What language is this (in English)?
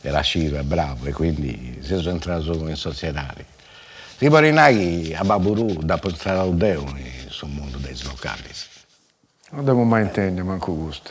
Sardinian